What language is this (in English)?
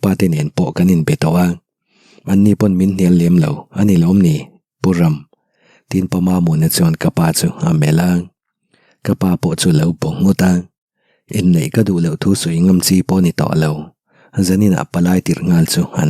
Mizo